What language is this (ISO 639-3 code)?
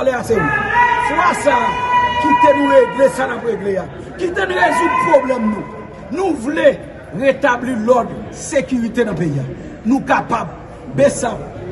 hat